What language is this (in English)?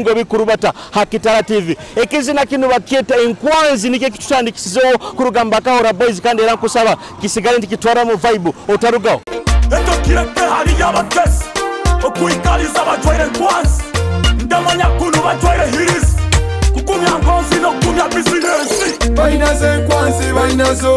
Nyoro